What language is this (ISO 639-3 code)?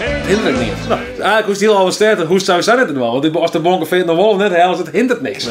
fry